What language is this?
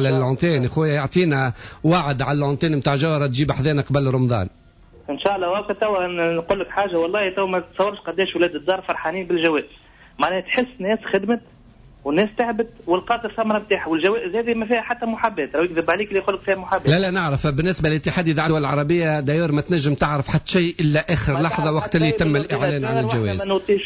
Tunisian Arabic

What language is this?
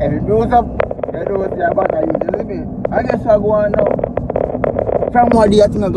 Jamaican Creole English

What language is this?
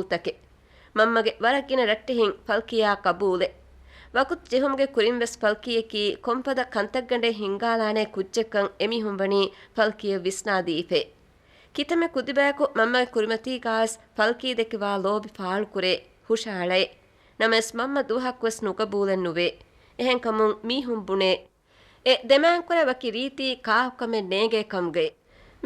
Divehi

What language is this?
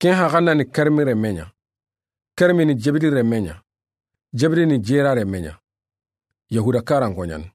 Soninke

